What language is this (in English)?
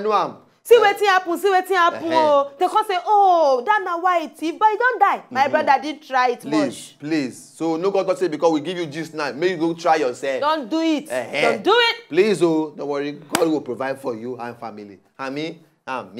Nigerian Pidgin